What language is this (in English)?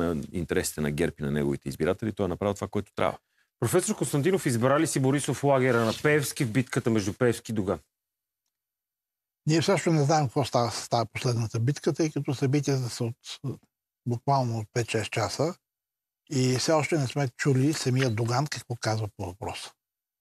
Bulgarian